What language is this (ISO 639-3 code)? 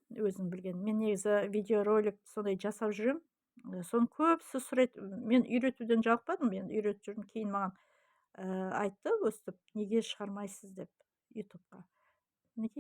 kaz